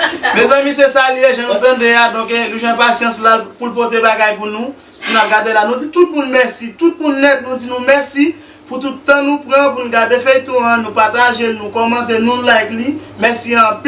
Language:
Haitian Creole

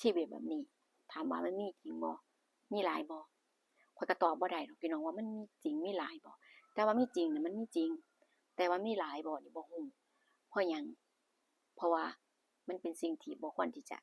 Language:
Lao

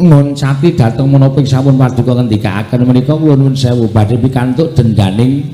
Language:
Javanese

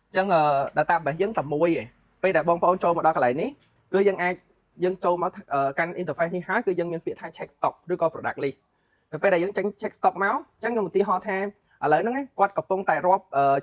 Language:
Khmer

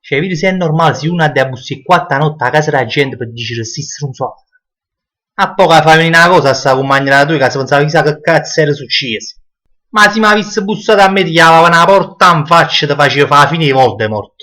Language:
Neapolitan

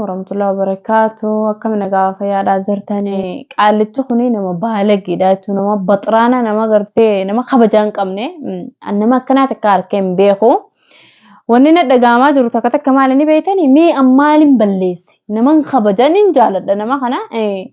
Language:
Oromo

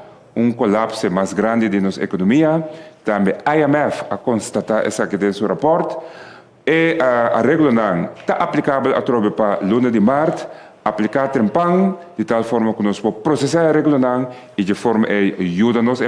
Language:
Papiamento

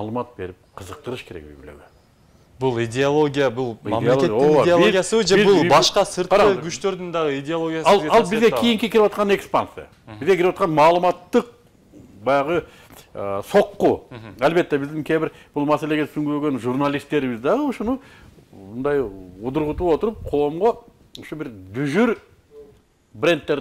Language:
Kyrgyz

